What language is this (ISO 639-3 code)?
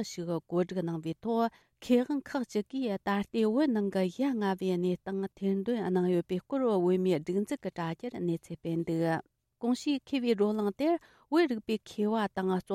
bod